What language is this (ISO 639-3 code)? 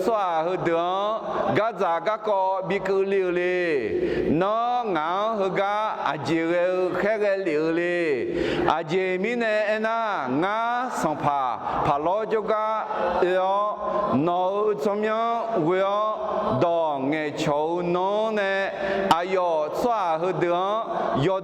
ahk